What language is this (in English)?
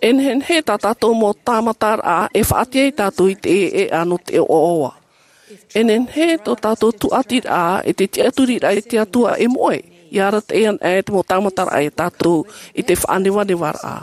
Tahitian